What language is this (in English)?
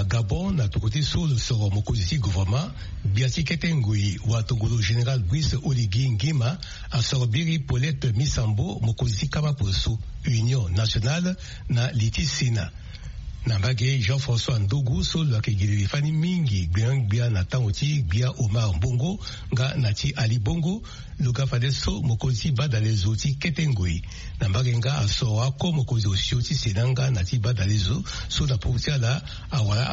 Sango